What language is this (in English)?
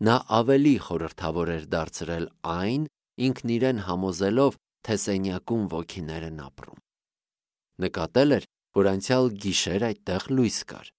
Armenian